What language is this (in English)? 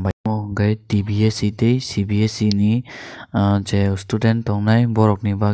Kok Borok